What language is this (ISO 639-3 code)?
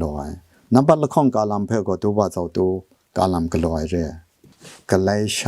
kac